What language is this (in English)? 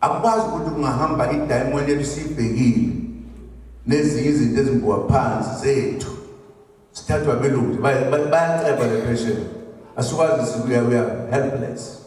Zulu